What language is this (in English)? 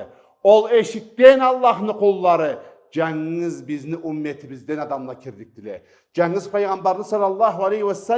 Karachay-Balkar